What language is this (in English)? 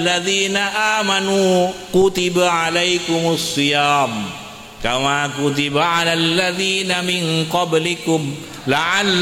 Madurese